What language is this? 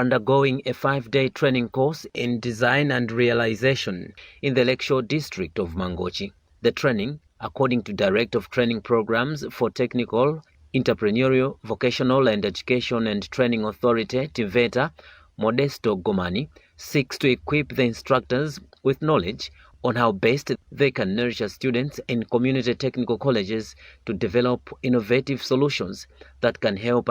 English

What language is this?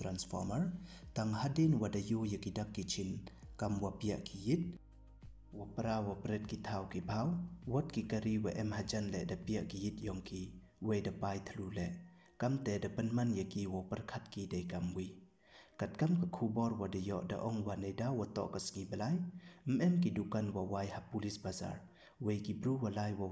Pnar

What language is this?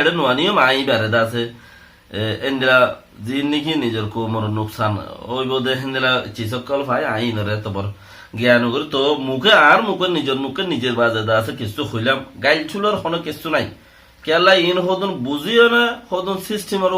Rohingya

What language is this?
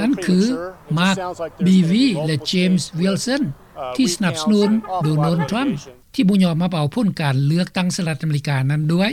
Lao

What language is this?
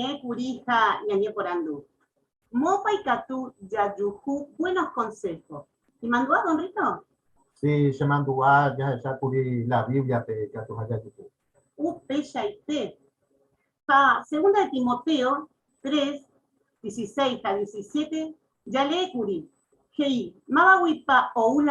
Guarani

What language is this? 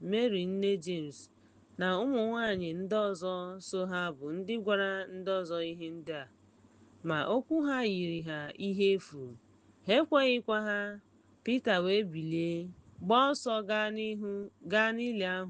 Igbo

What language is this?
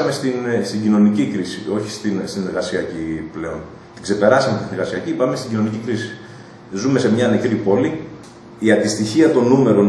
Greek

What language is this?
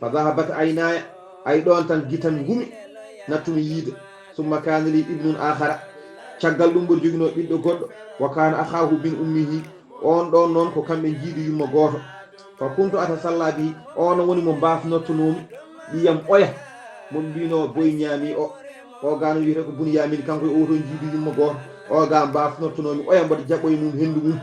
Fula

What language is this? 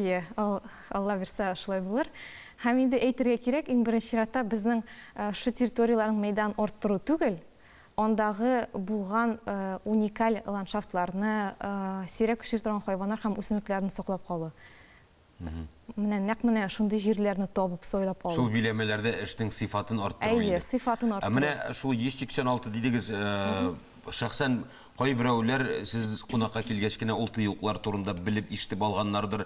Tatar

